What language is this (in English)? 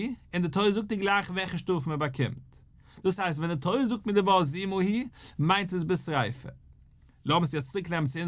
Yiddish